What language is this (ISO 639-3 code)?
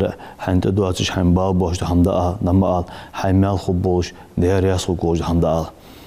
inh